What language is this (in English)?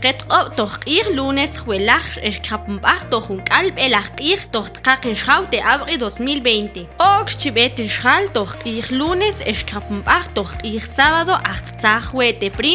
Mam